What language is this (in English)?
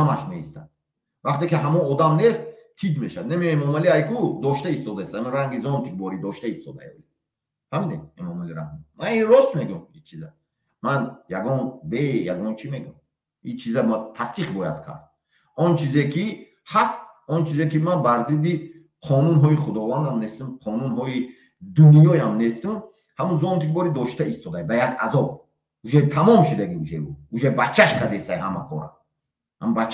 Tajik